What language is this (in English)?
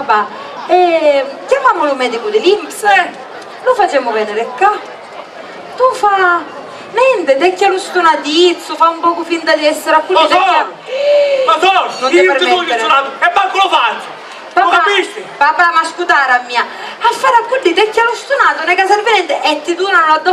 Sicilian